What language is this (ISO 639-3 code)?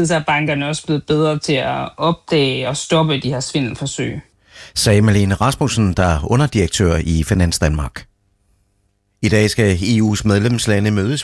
dan